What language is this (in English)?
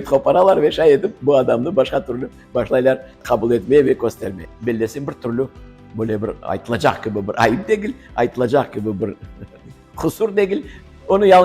Crimean Tatar